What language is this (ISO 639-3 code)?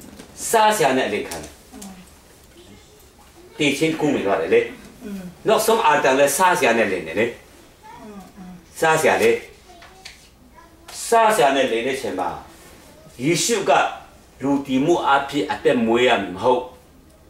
mya